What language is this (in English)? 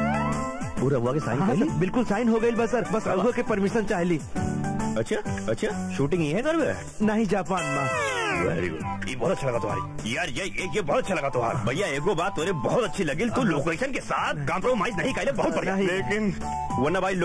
Bhojpuri